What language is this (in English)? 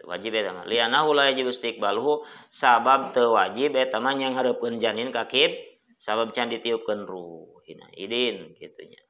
Sundanese